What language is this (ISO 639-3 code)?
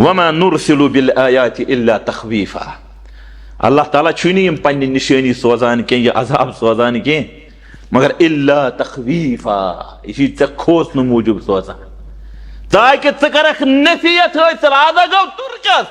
kas